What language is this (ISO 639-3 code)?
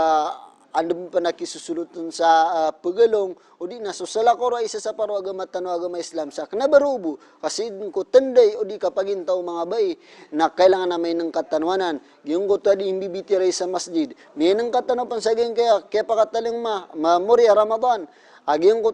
mrw